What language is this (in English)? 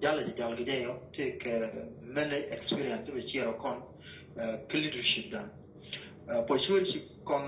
Nuer